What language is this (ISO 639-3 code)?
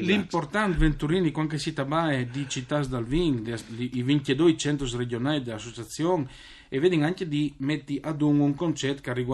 fur